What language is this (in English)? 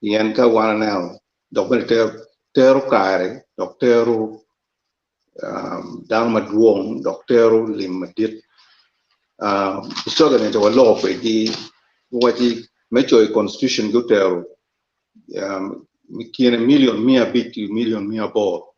Acoli